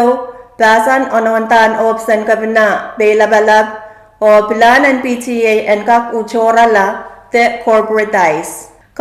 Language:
Pohnpeian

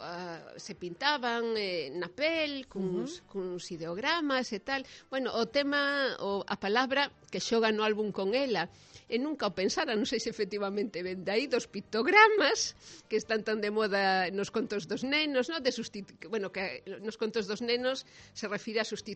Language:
Galician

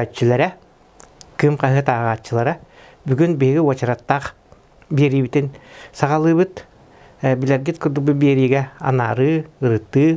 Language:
Yakut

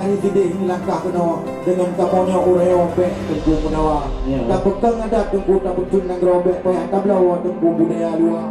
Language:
Achinese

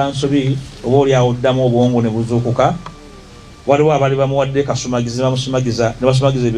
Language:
Ganda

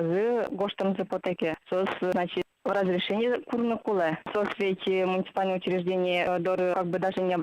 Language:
Udmurt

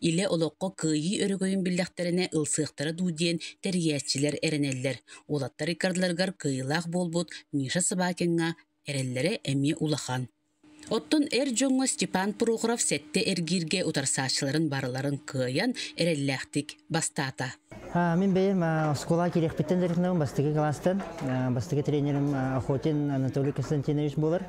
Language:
Yakut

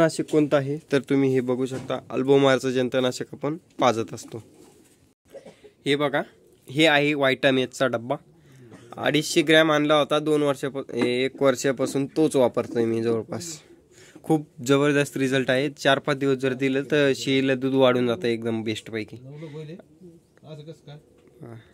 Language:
Marathi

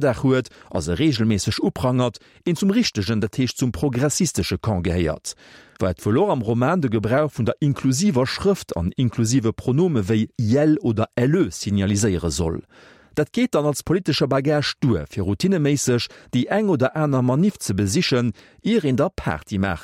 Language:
Luxembourgish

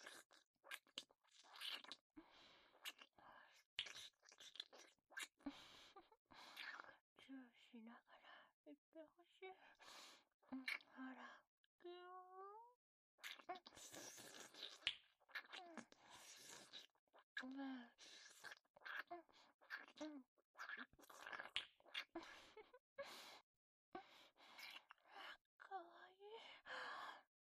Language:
Japanese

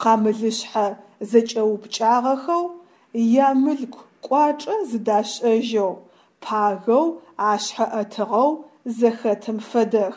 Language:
Adyghe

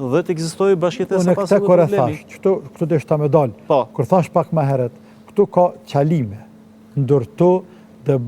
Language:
Albanian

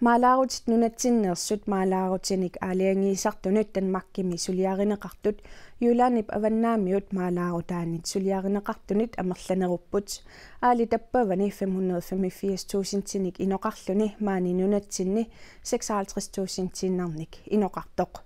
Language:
Kalaallisut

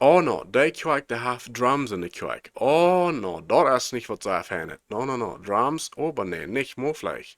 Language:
Plautdietsch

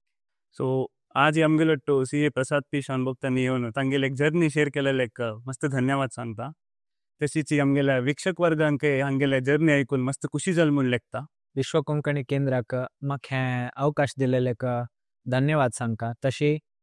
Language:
Konkani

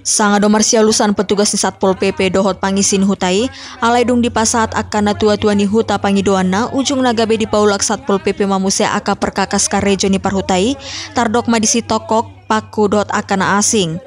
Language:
Batak Toba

